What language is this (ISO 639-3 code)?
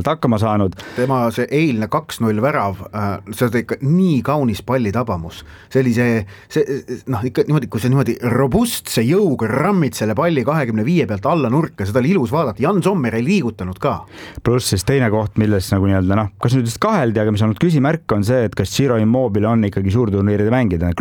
est